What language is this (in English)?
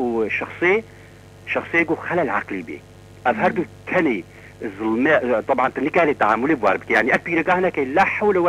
Kurdish